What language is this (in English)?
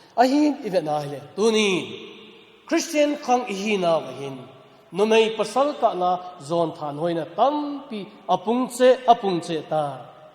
Thado Chin